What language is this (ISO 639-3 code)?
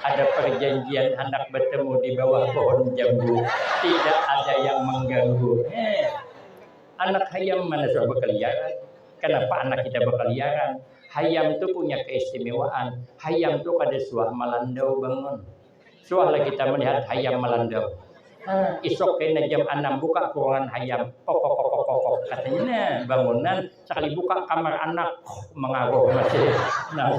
bjn